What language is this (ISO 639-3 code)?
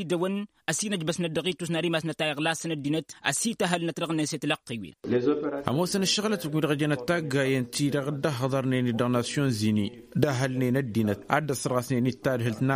taq